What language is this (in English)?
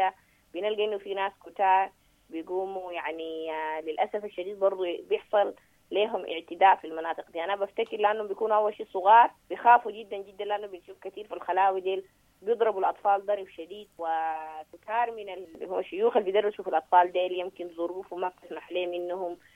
Sudanese Arabic